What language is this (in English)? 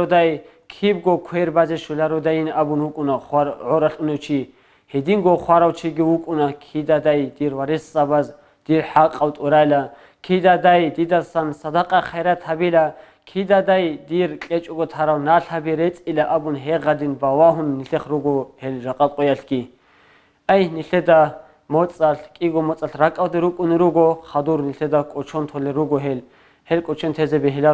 Avaric